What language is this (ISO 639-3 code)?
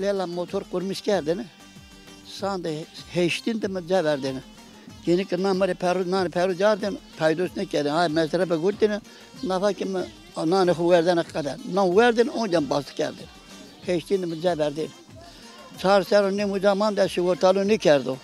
zza